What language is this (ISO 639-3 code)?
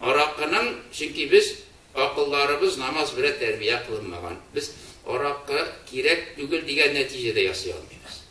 tat